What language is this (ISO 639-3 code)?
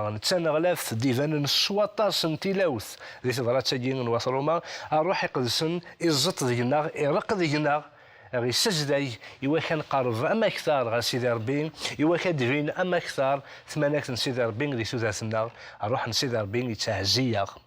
kab